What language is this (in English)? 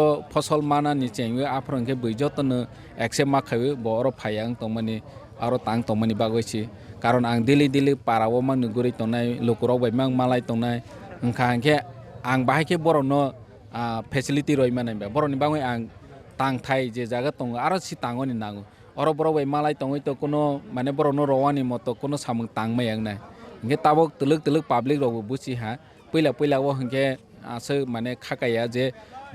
Kok Borok